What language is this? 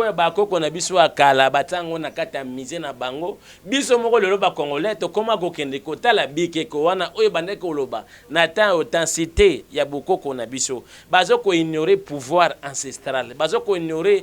Lingala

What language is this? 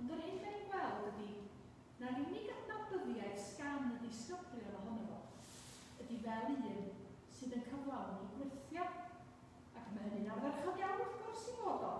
Welsh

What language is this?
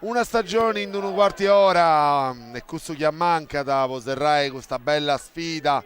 Sardinian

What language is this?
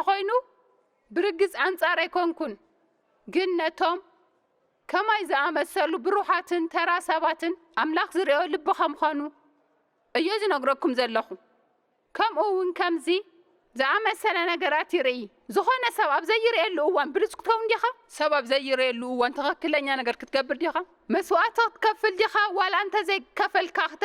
Tigrinya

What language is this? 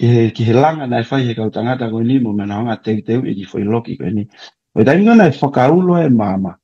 Tongan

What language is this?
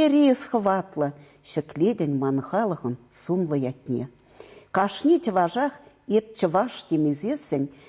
Chuvash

